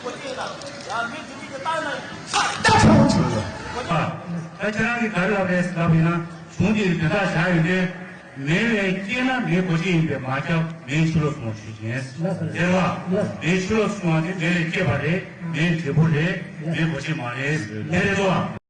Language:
Tibetan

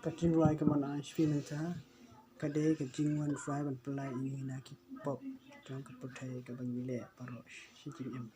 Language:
Khasi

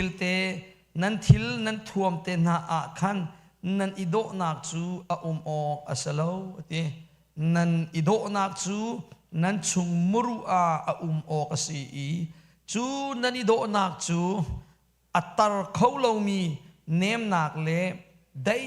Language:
Hakha Chin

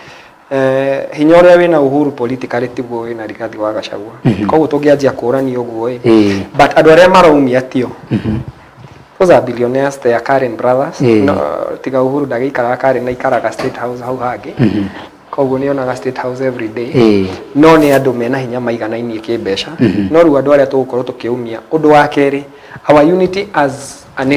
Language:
Kikuyu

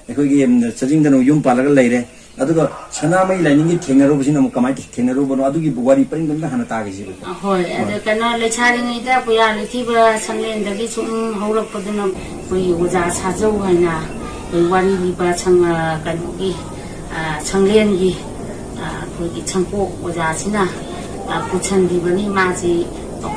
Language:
Manipuri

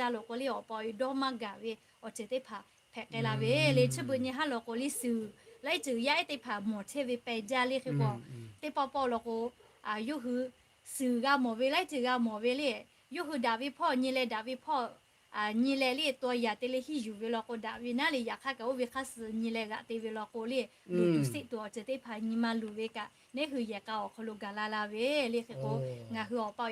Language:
Lahu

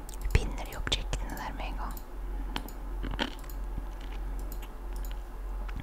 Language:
Norwegian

